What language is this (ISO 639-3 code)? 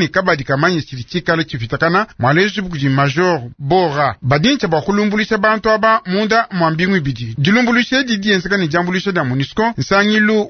lua